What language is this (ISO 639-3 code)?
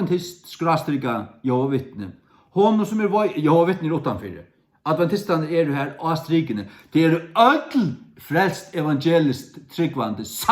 fao